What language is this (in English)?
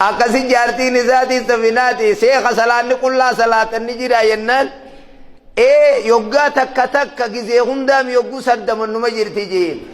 Oromo